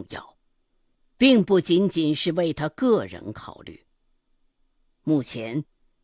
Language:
Chinese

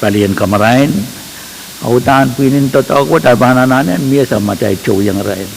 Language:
Pohnpeian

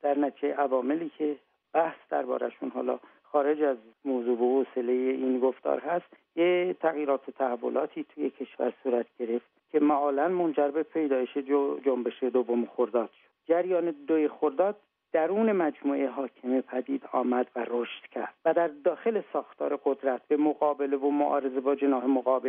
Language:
Persian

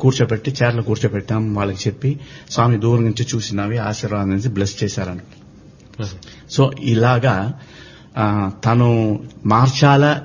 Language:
Telugu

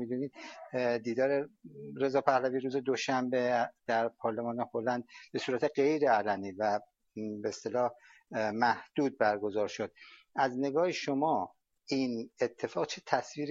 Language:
Persian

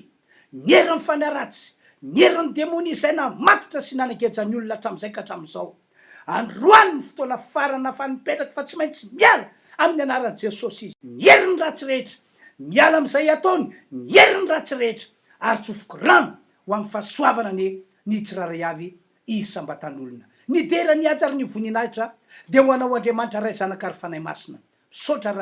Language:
Malagasy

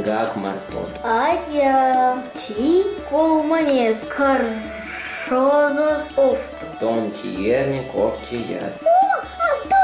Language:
Erzya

